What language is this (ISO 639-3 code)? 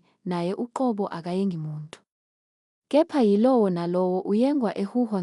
zul